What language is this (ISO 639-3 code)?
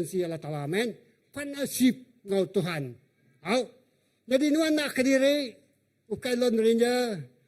iba